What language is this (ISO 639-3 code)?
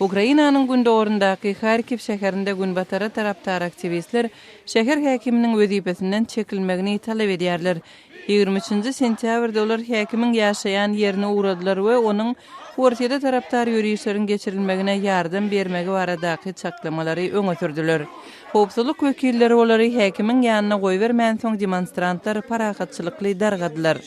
tuk